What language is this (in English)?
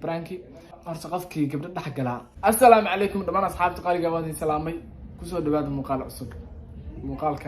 Somali